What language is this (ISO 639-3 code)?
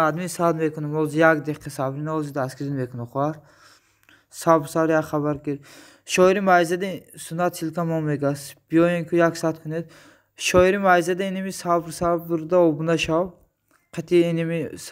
tgk